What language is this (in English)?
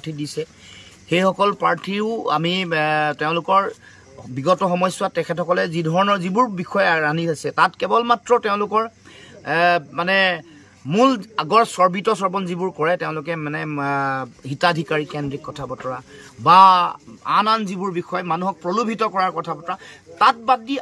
Assamese